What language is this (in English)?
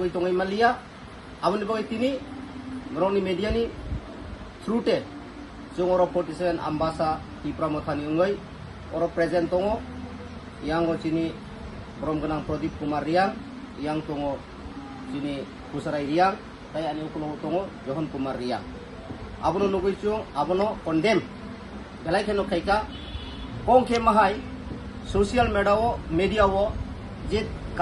Kok Borok